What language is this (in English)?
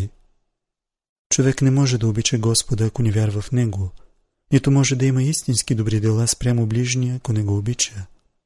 Bulgarian